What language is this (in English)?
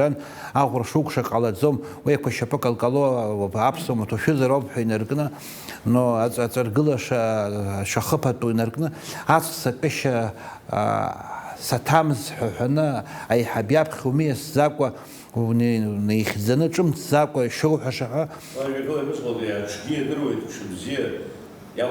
Abkhazian